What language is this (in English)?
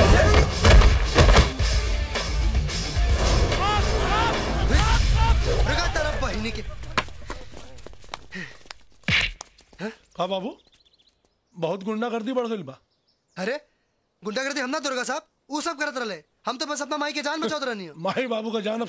Bhojpuri